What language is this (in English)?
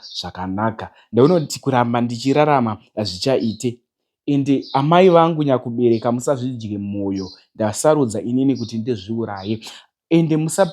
Shona